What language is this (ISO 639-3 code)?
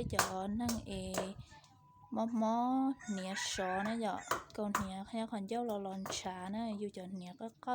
hmn